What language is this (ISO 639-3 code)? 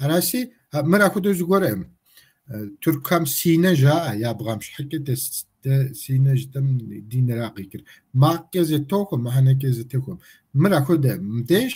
kbd